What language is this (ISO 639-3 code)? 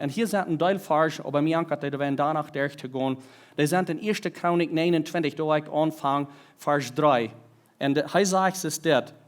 pdt